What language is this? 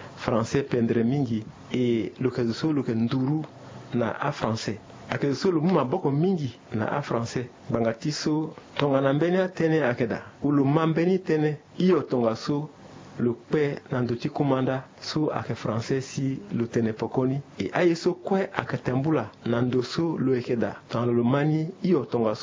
Sango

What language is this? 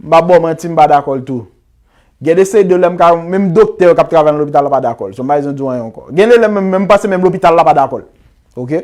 Haitian Creole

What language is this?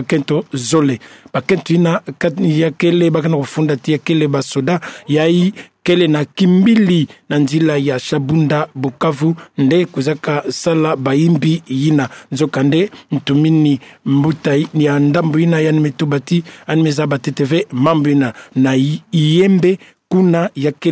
Kituba (Democratic Republic of Congo)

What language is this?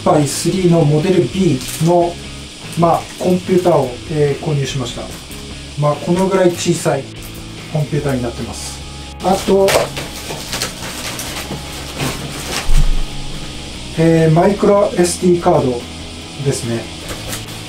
Japanese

